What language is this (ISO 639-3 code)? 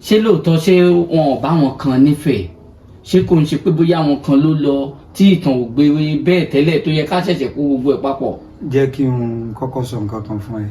yor